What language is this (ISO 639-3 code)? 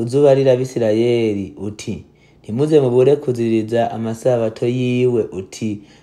run